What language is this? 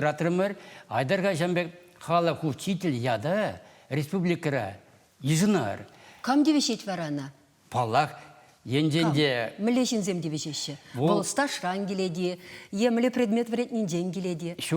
Chuvash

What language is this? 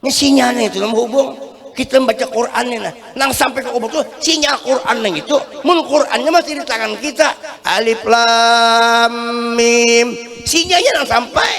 Banjar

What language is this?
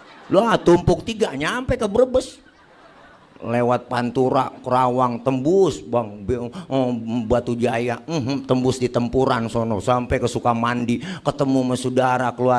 Betawi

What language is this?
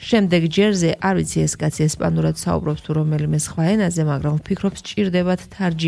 Georgian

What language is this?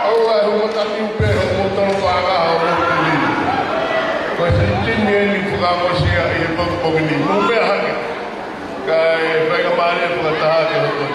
Tongan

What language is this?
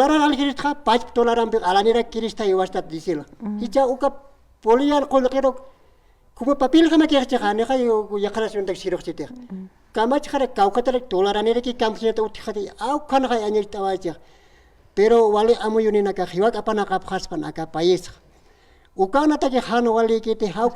Aymara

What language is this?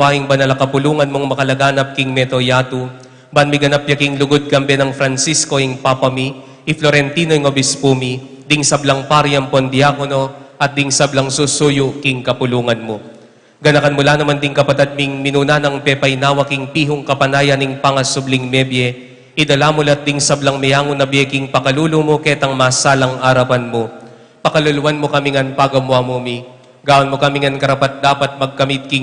Pampanga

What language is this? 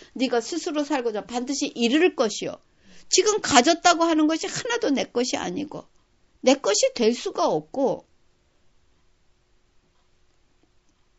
Korean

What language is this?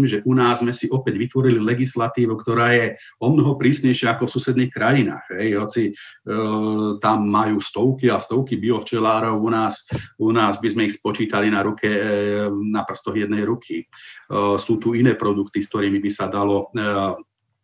Slovak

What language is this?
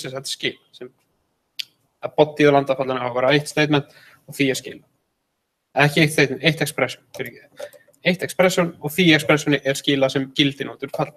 Icelandic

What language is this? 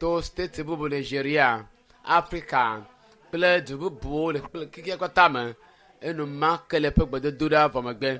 Ewe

